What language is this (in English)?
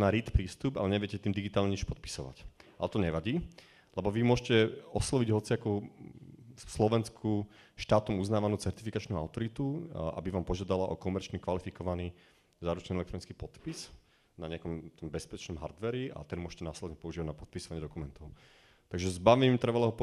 Slovak